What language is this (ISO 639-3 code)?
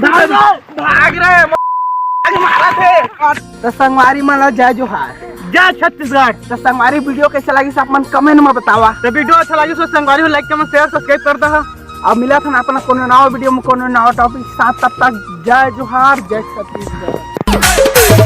hne